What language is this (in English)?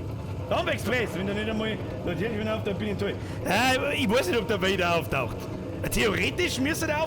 Bavarian